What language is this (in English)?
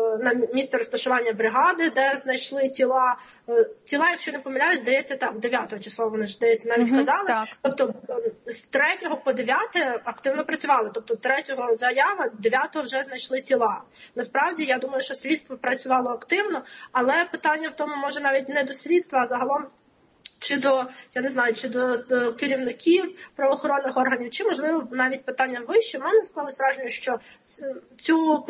Ukrainian